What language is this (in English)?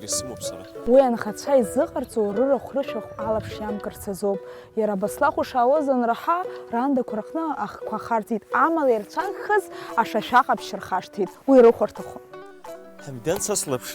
Abkhazian